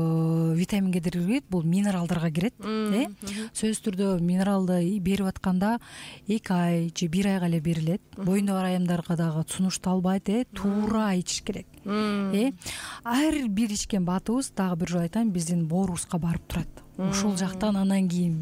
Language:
Kyrgyz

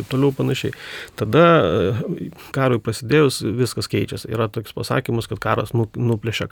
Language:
Lithuanian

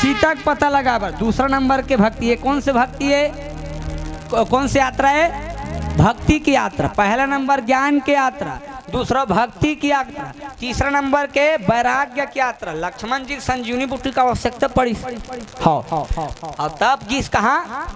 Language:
Chhattisgarhi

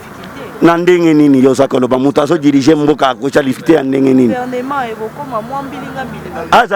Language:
Lingala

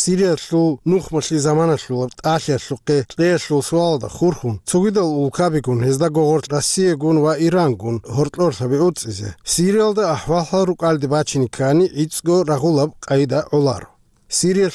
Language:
Avaric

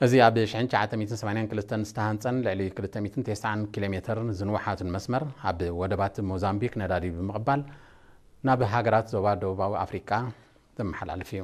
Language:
Tigrinya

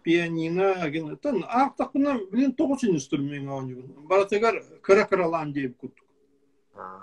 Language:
Yakut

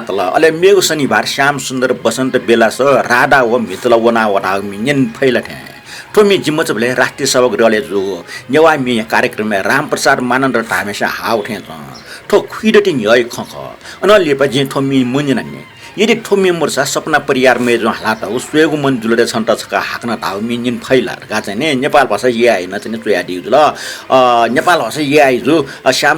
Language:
Newari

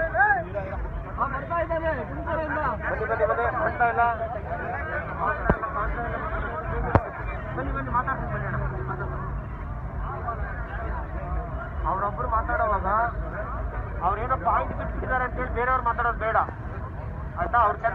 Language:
Kannada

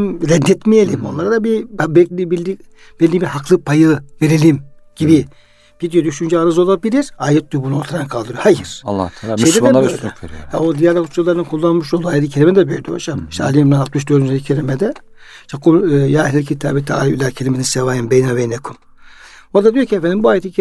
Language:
Turkish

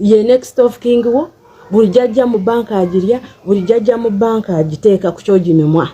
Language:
Ganda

